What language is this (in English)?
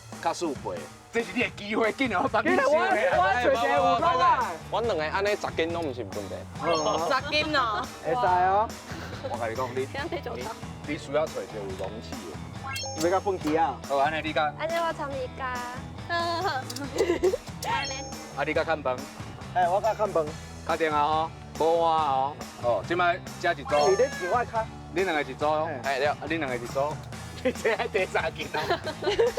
Min Nan Chinese